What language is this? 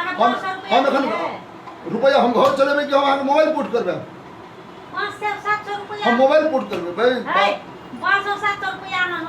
Maithili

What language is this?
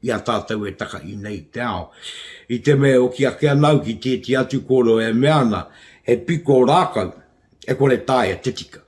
Māori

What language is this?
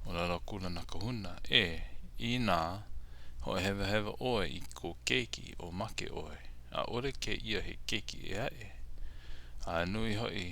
Hawaiian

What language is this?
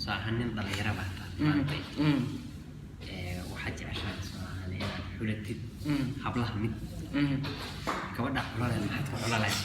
Somali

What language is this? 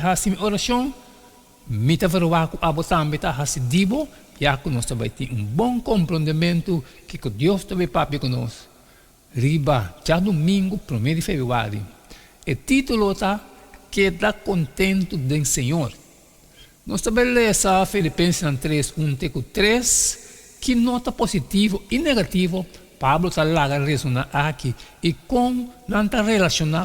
Papiamento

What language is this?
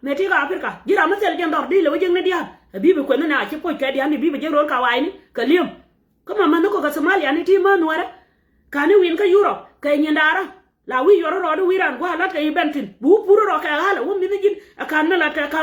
Nuer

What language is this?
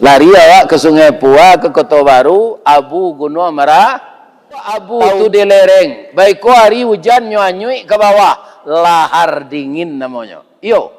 Minangkabau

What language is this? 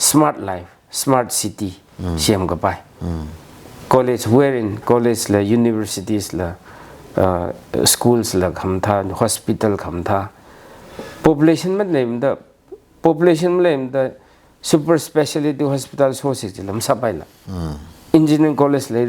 Tangkhul Naga (India)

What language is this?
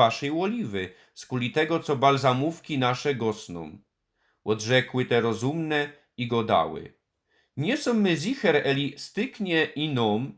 Silesian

